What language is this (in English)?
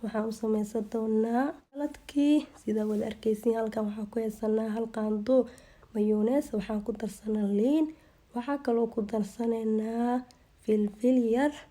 Somali